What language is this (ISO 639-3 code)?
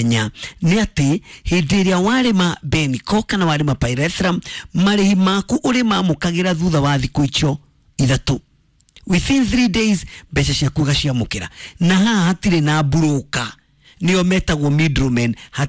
kik